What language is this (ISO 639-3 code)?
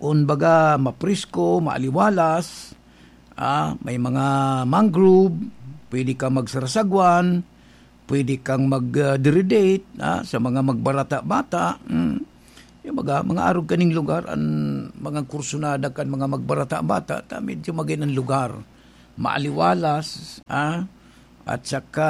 bik